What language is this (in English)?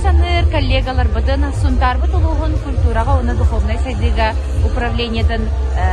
Yakut